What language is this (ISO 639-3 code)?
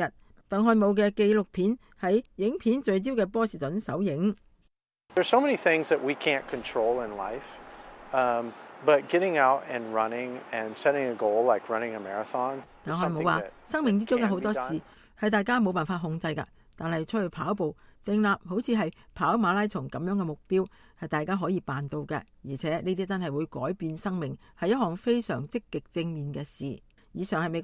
yue